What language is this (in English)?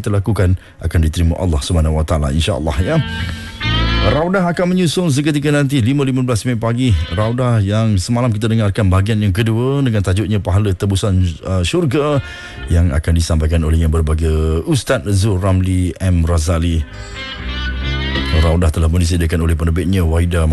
Malay